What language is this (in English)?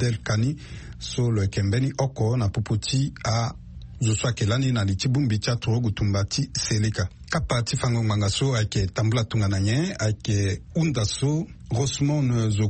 Sango